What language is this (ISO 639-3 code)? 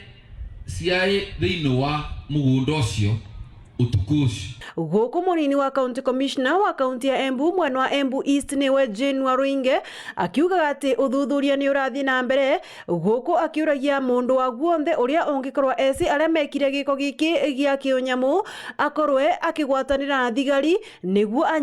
mer